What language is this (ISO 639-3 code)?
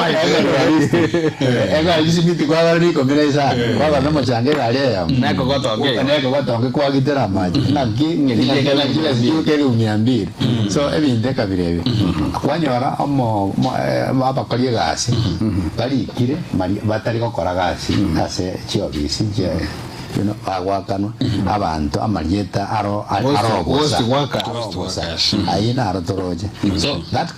guz